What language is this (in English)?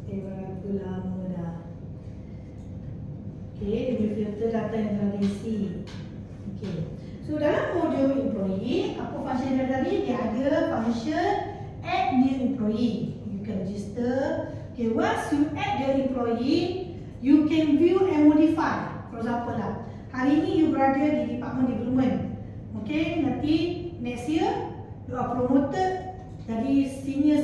Malay